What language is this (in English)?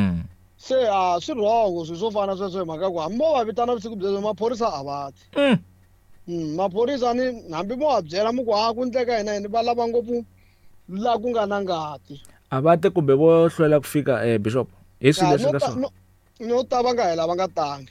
Tsonga